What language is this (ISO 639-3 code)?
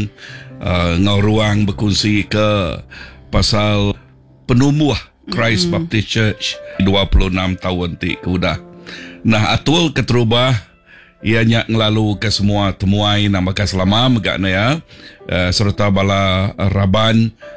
iba